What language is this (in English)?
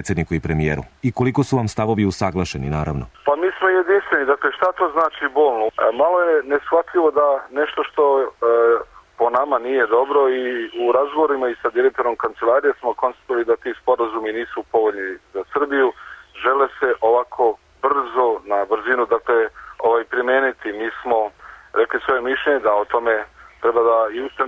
Serbian